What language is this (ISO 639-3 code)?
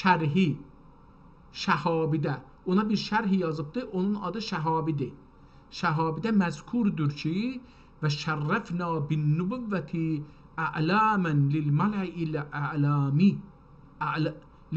azb